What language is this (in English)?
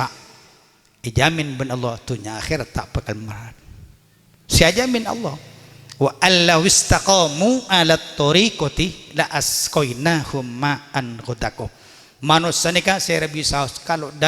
Madurese